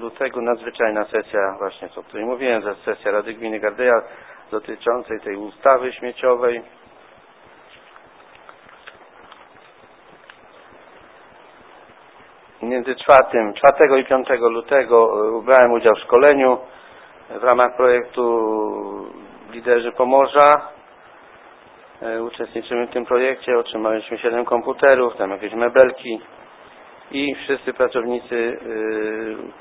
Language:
Polish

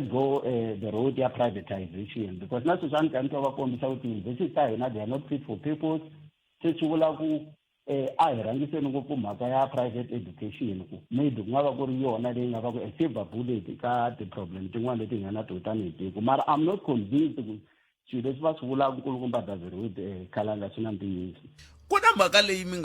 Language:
Tsonga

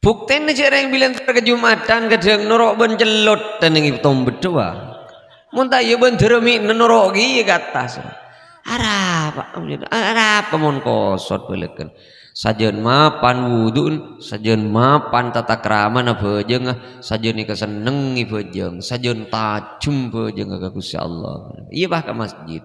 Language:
Madurese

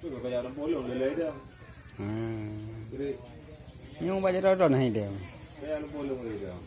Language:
Achinese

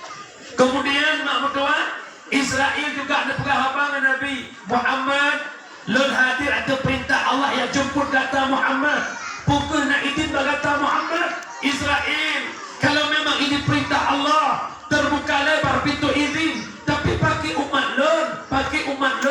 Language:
Achinese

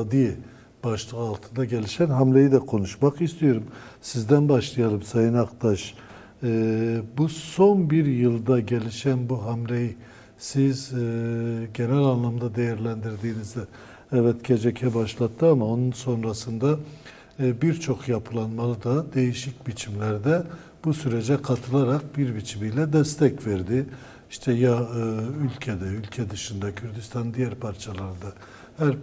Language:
Turkish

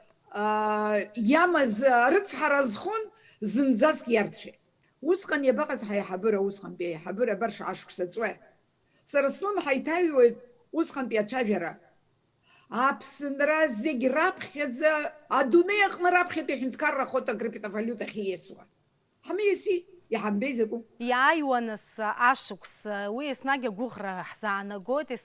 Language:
Abkhazian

